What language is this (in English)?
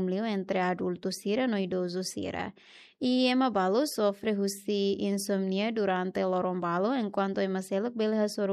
Tetum